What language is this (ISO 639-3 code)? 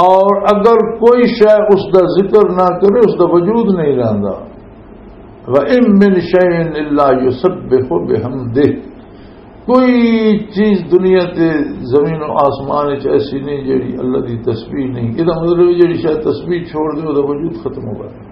lah